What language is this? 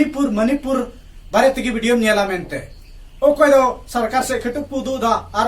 Santali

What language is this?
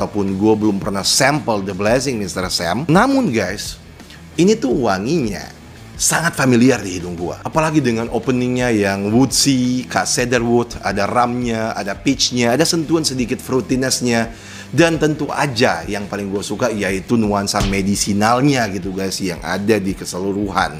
Indonesian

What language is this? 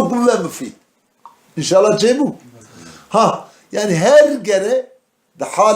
Kurdish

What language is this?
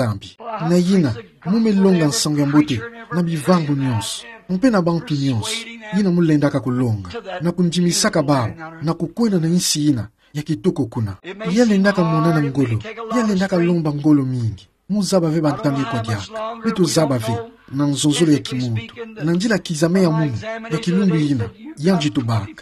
Kituba (Democratic Republic of Congo)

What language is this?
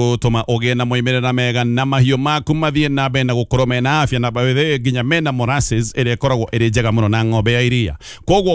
Kikuyu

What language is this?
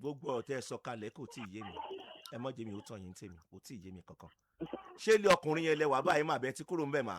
Yoruba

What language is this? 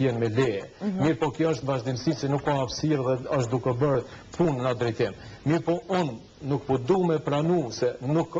Albanian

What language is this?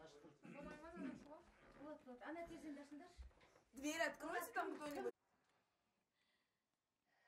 Kazakh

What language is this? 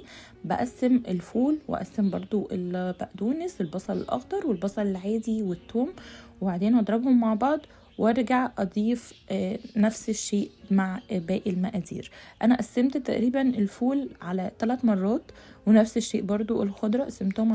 Egyptian Arabic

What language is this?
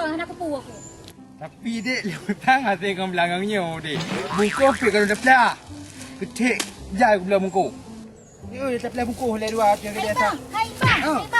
Achinese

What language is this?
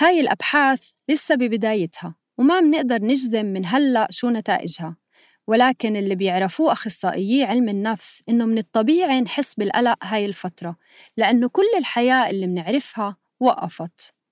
North Levantine Arabic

